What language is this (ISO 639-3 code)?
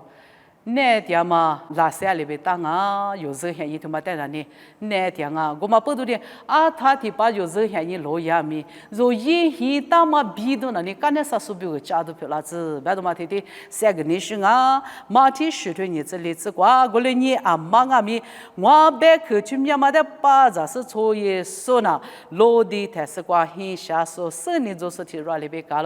lis